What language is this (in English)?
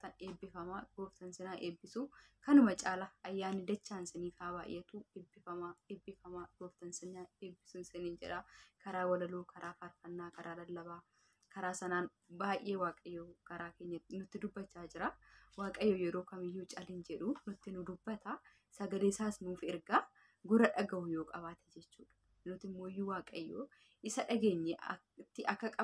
Oromo